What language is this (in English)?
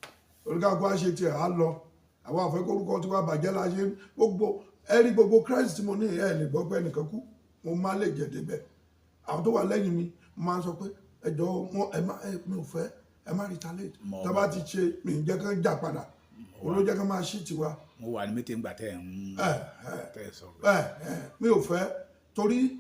Yoruba